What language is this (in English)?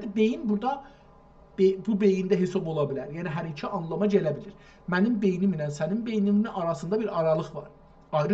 South Azerbaijani